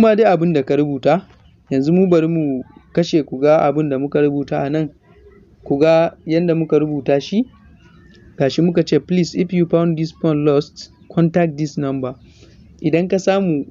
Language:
Hausa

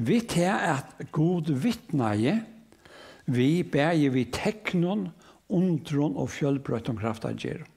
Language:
Faroese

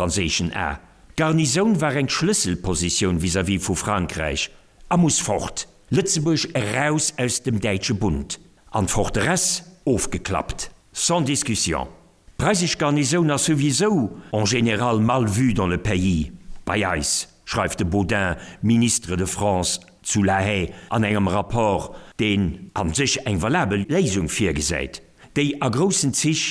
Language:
Luxembourgish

